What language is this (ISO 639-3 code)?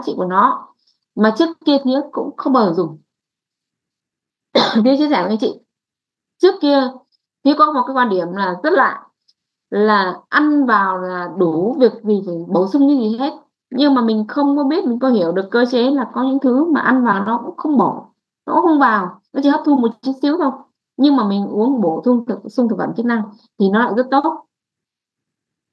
vie